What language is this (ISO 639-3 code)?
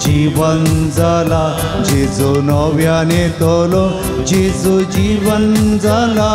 kok